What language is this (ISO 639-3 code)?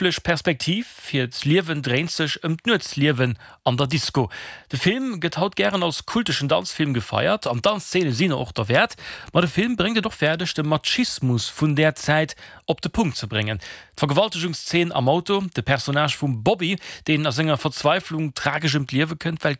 ltz